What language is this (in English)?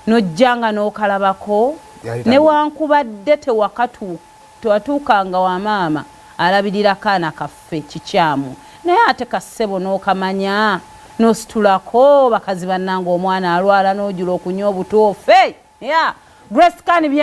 Ganda